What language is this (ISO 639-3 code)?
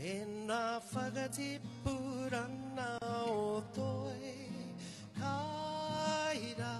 mri